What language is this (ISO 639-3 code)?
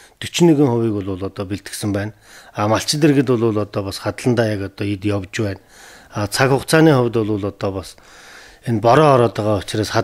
mon